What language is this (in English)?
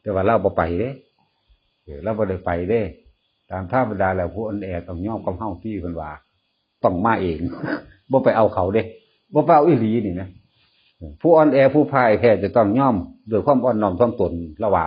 Northeastern Thai